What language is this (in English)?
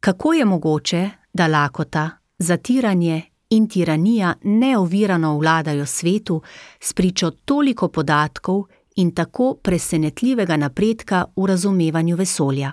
Slovenian